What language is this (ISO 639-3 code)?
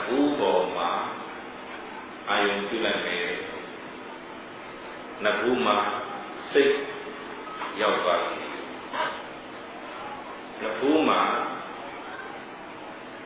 mya